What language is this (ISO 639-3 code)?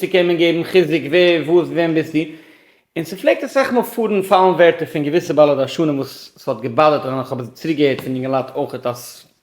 yid